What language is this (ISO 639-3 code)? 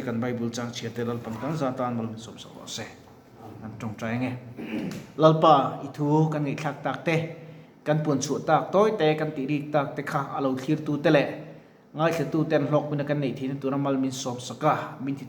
lus